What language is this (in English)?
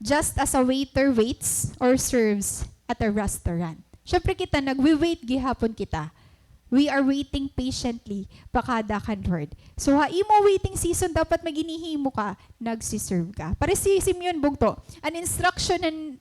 Waray